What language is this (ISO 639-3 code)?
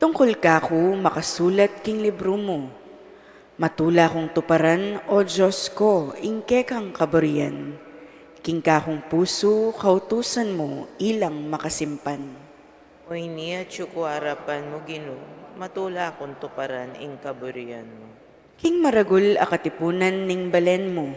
pam